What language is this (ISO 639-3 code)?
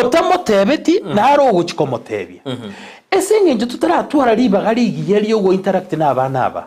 guz